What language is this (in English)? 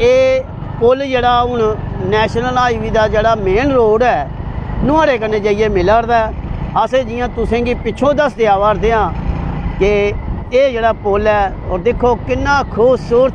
Dogri